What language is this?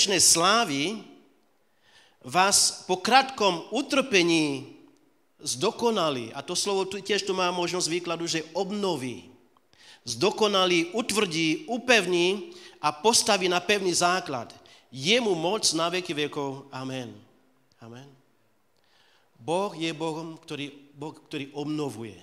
Slovak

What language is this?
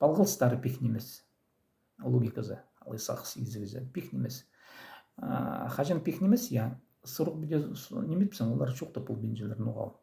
Khakas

